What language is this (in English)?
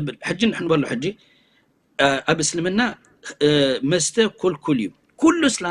Tigrinya